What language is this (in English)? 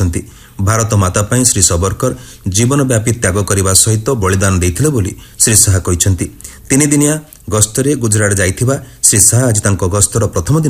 Odia